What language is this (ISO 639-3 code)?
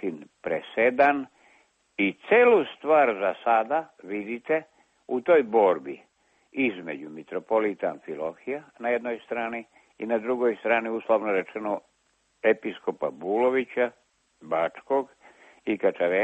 srp